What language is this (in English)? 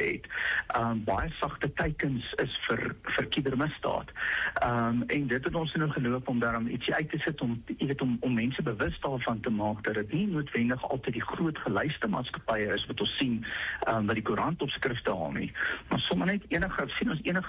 Afrikaans